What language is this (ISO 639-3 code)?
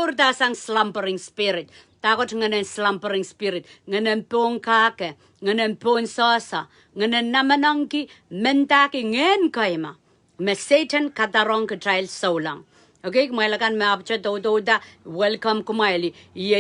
pon